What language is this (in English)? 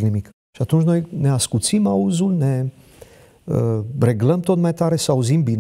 Romanian